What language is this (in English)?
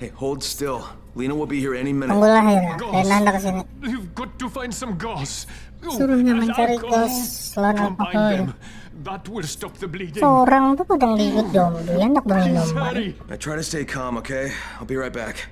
Banjar